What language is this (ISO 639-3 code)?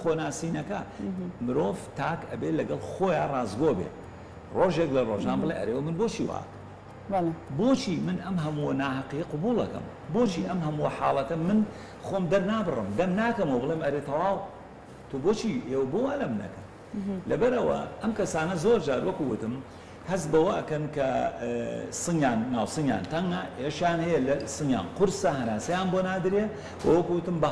ckb